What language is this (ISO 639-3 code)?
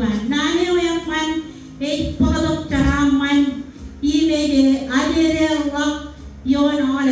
mah